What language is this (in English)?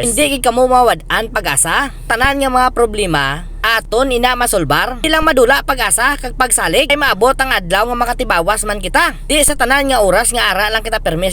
Hiligaynon